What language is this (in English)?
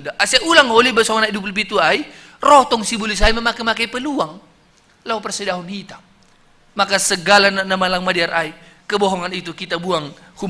Batak Simalungun